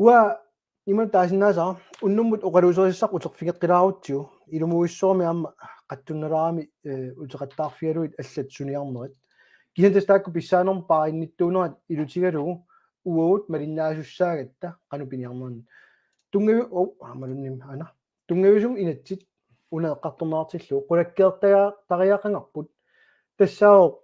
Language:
Kalaallisut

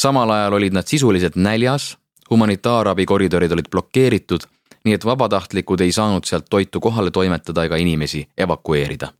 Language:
Estonian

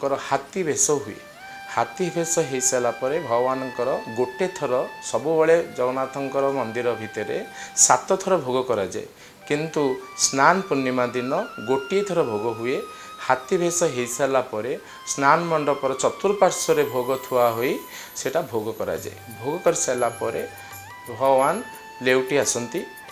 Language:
Odia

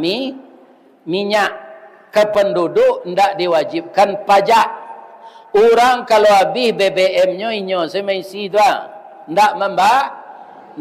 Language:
Minangkabau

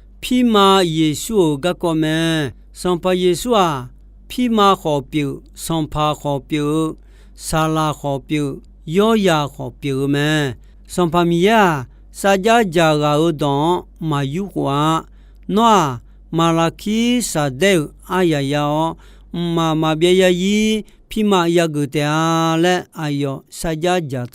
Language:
Akha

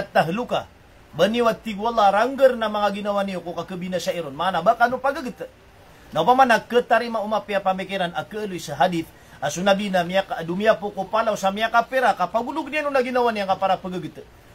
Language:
Maranao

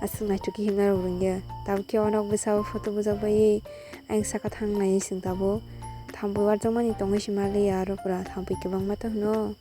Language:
Kok Borok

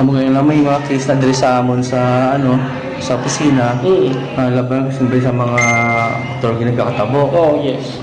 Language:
Hiligaynon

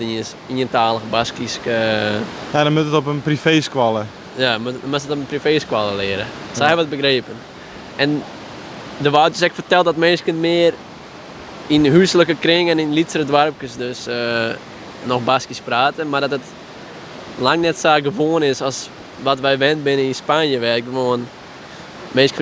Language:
Western Frisian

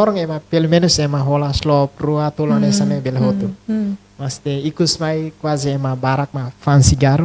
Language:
Tetum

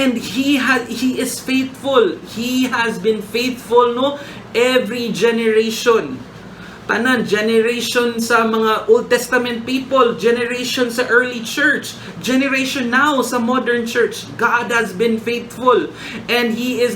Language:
Cebuano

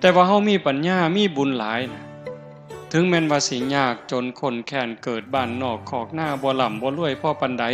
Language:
Northeastern Thai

